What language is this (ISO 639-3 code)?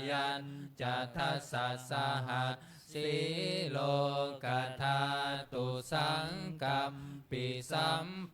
pli